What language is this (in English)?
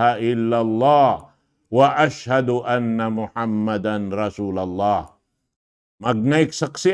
Tausug